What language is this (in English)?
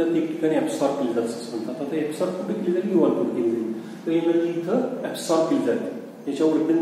Marathi